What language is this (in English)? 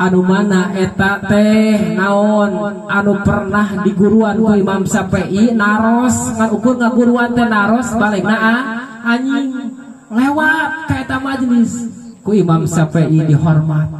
Sundanese